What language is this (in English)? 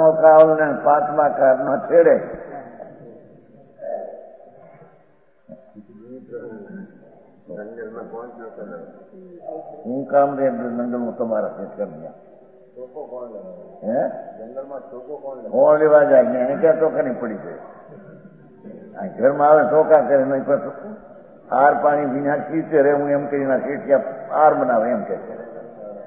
Gujarati